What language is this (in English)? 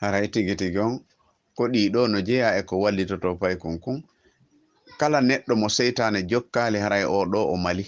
Fula